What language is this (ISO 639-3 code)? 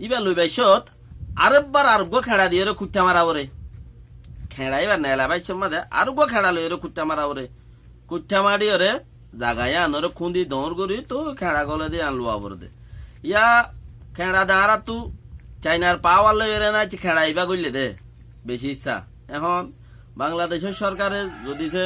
rhg